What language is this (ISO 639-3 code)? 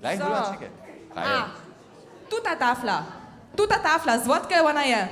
hsb